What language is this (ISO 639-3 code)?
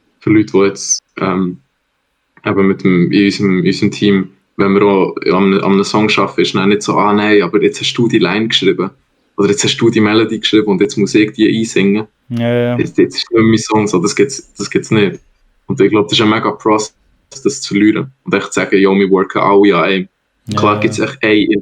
gsw